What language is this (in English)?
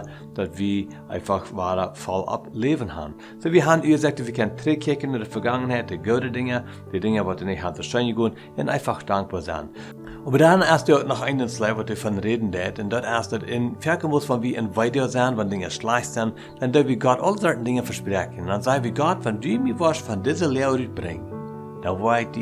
Plautdietsch